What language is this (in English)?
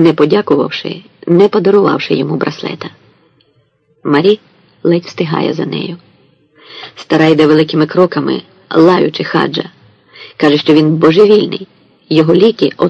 Ukrainian